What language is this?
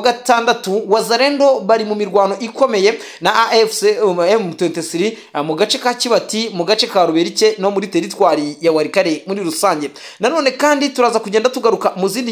Kinyarwanda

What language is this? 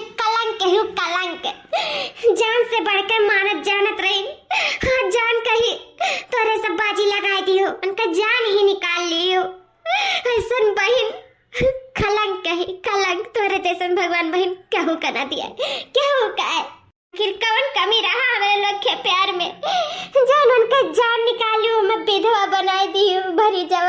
Awadhi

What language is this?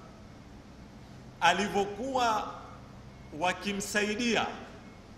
Swahili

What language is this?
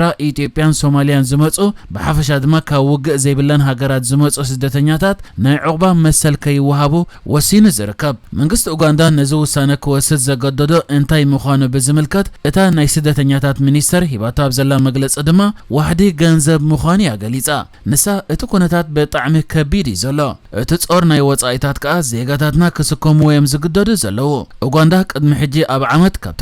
Tigrinya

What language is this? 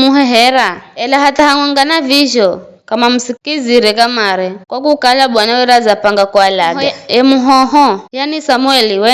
Giryama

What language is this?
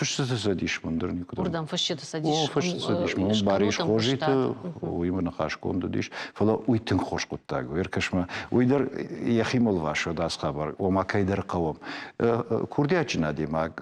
Ossetic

